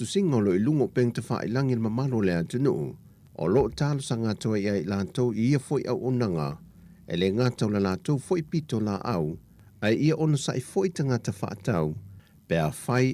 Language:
Samoan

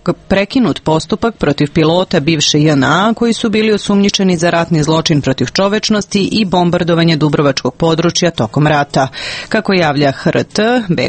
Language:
Serbian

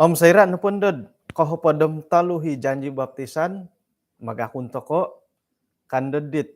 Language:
Central Dusun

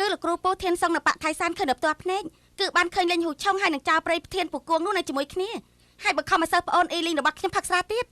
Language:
Khmer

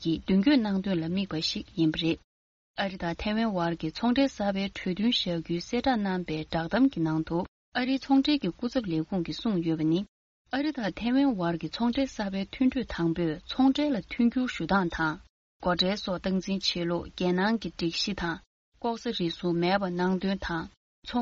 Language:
Tibetan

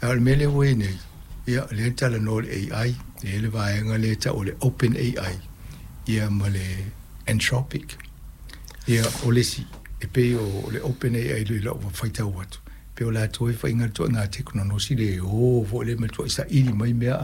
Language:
Samoan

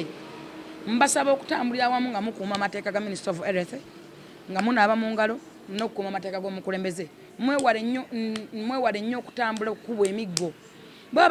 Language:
Ganda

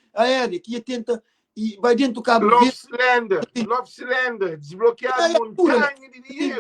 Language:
Kabuverdianu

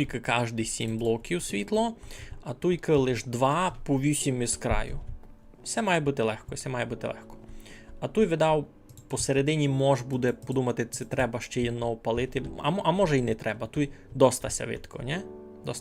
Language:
Rusyn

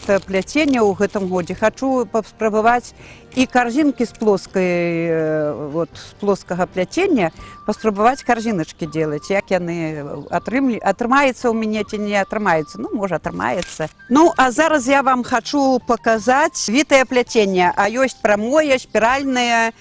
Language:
Belarusian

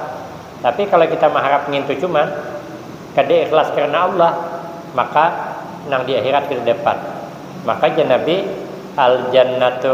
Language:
Banjar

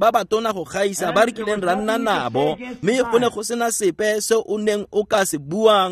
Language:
Tswana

